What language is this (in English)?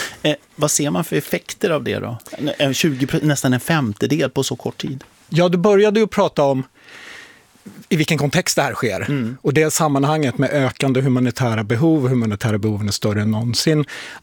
Swedish